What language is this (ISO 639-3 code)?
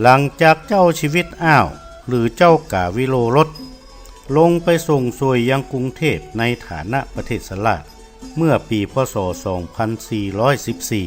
nod